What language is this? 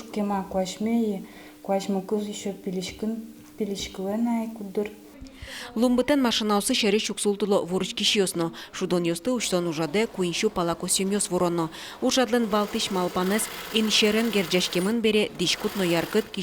Udmurt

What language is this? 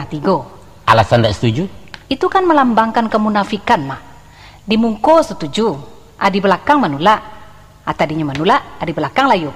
Minangkabau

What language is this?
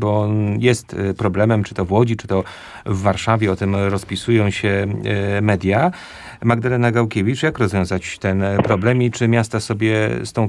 Polish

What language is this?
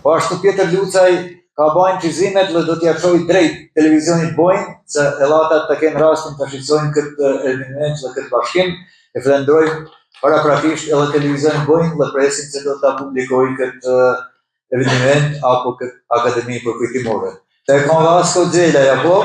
Albanian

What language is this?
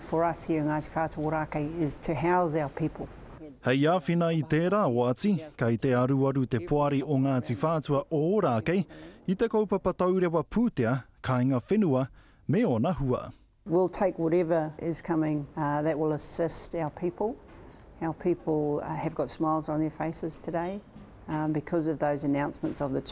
Māori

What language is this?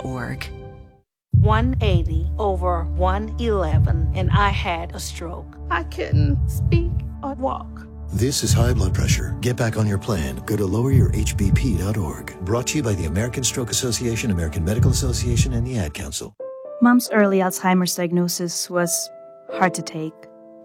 English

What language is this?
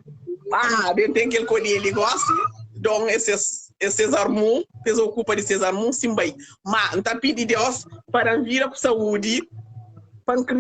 Kabuverdianu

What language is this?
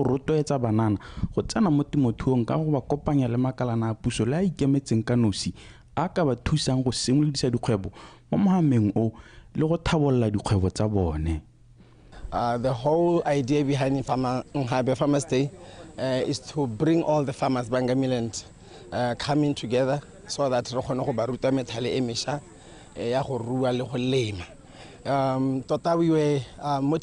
Tswana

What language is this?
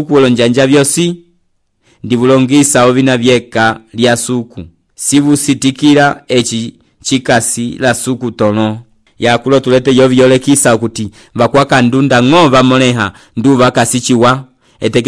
Umbundu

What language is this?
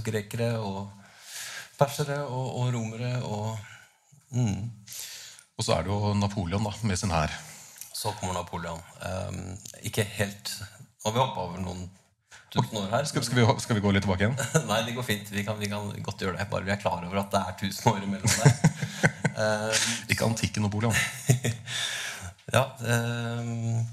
Norwegian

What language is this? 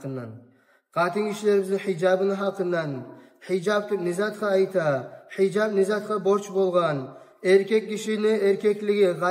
Kumyk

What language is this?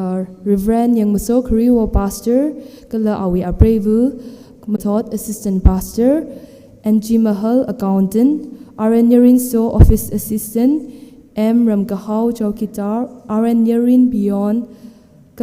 Tangkhul Naga (India)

